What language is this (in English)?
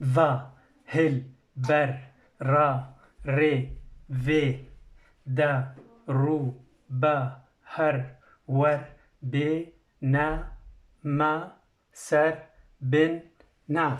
Kurdish